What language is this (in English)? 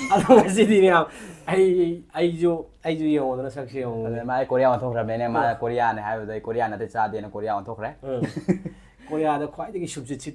Manipuri